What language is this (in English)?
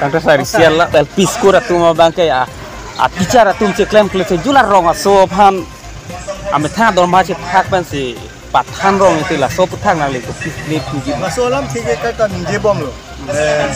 Karbi